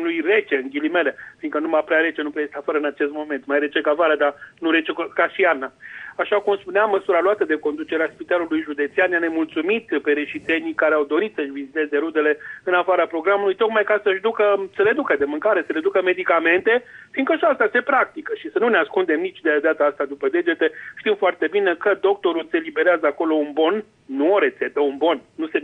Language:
Romanian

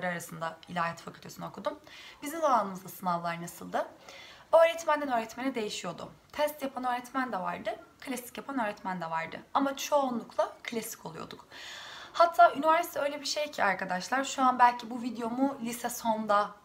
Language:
Turkish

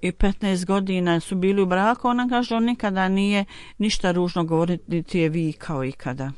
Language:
Bosnian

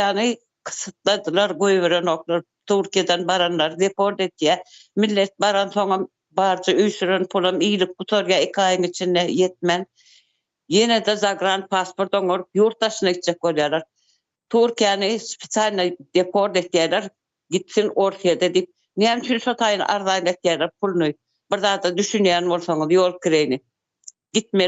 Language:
Turkmen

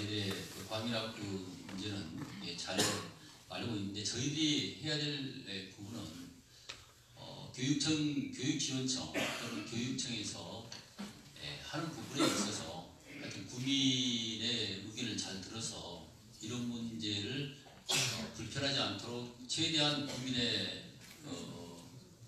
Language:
Korean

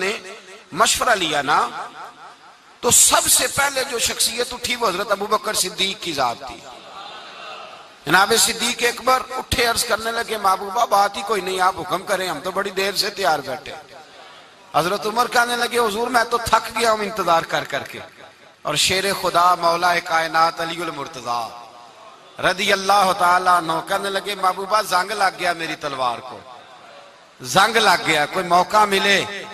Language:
Urdu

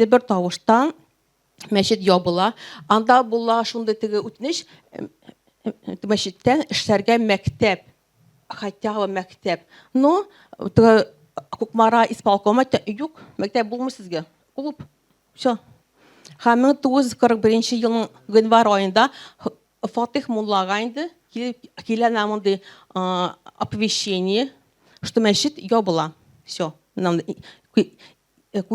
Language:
Tatar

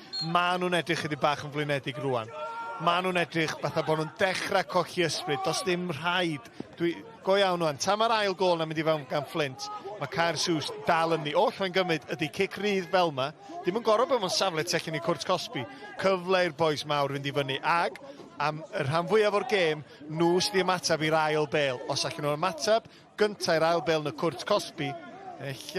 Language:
Welsh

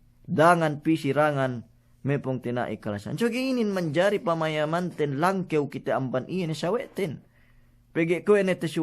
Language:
Yakan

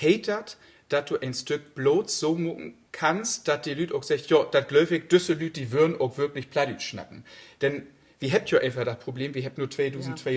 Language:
Low German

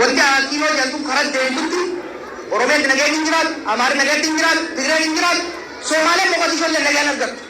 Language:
Oromo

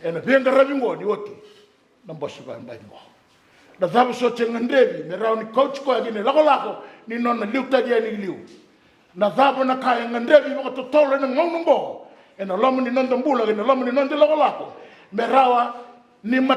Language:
Fijian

